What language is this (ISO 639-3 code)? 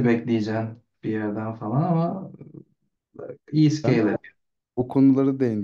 tur